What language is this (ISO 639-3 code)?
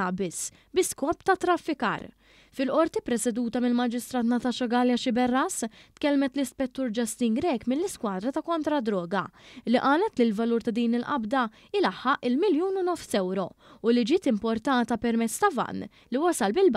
mlt